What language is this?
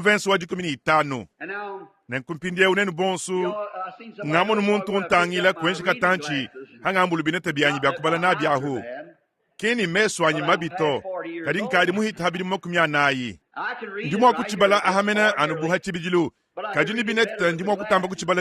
Luba-Lulua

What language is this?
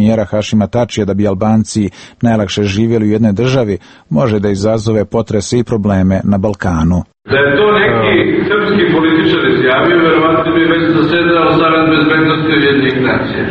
Serbian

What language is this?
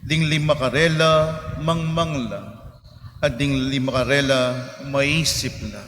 Pampanga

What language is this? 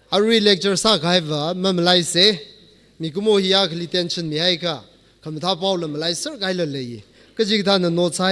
Tangkhul Naga (India)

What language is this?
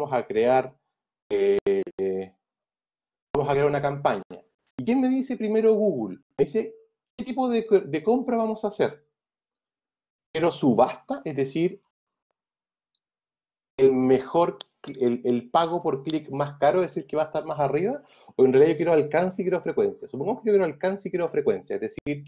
Spanish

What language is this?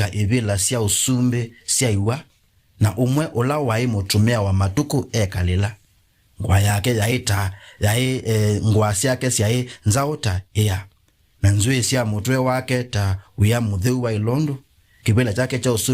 Kamba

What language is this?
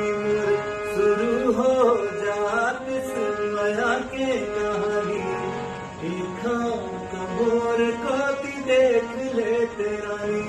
Chhattisgarhi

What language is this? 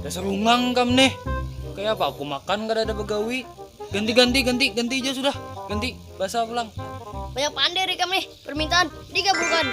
Banjar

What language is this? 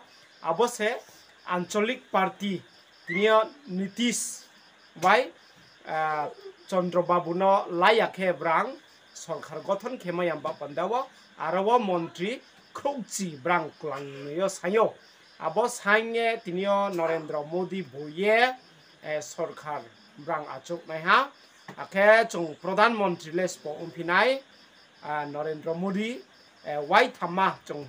Riang (India)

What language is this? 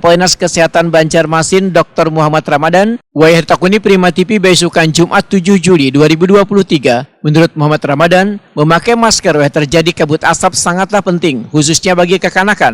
Banjar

